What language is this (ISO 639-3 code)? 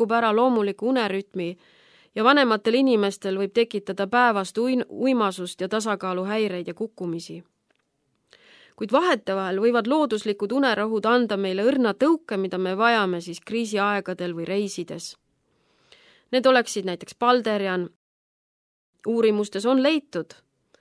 est